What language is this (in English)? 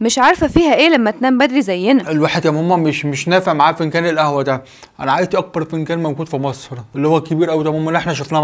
Egyptian Arabic